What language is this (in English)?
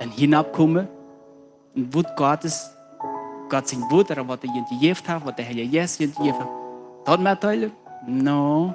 Plautdietsch